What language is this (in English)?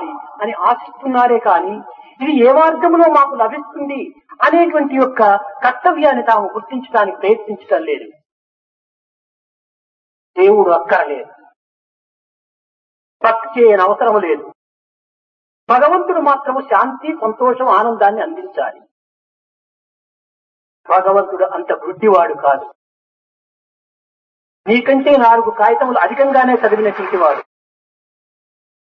Telugu